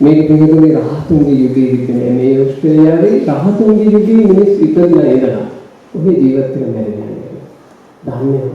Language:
Sinhala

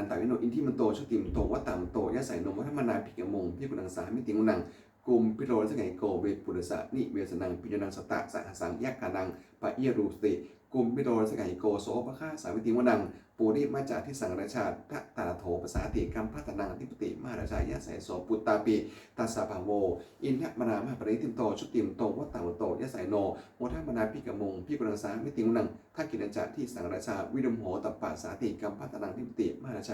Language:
Pali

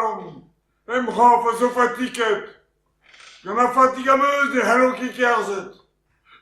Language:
Breton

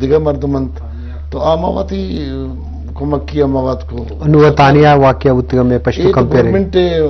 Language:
Eastern Balochi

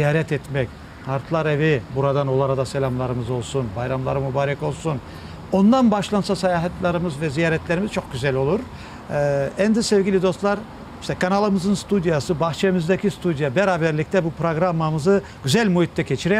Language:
Crimean Tatar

